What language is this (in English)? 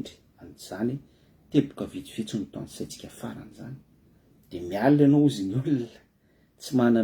Malagasy